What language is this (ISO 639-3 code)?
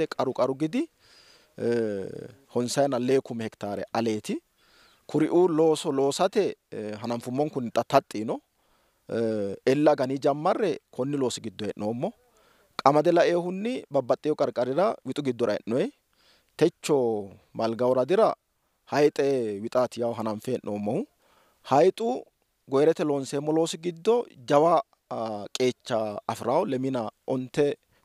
sid